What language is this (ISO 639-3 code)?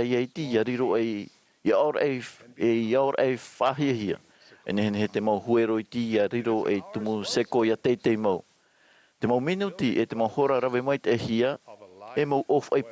tah